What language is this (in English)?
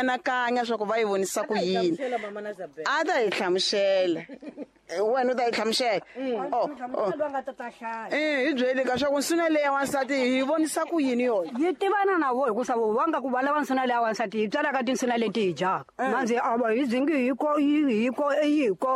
Tsonga